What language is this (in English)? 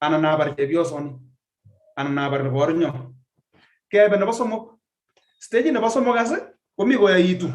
Kalenjin